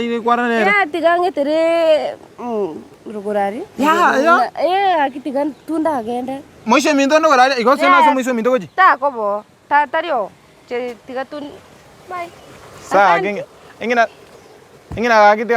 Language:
Gusii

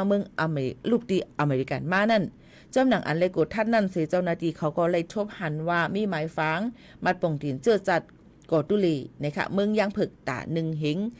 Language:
Shan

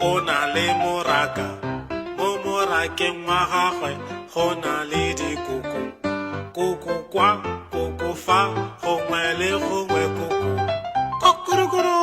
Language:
Tswana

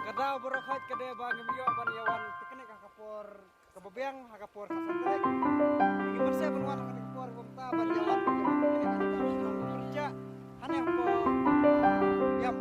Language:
Khasi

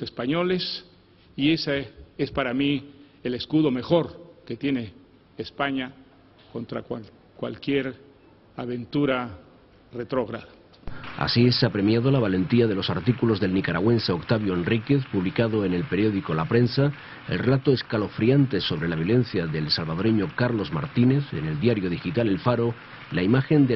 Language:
Spanish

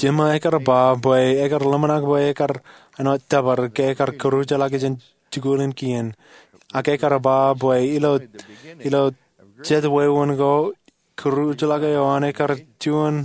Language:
Marshallese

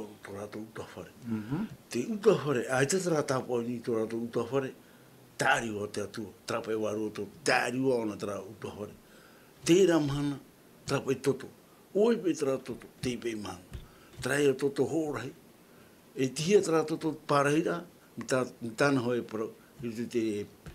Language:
Tahitian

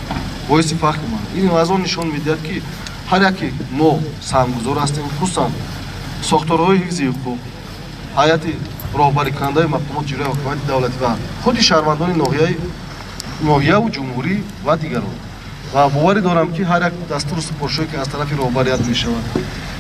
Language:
Tajik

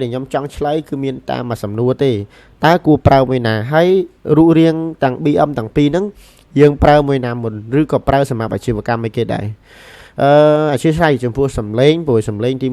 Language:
Khmer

